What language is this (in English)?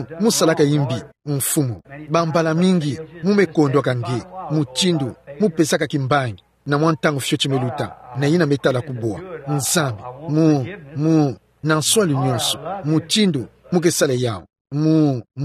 Kituba (Democratic Republic of Congo)